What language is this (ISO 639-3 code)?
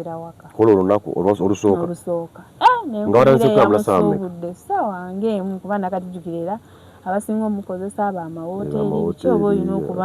lug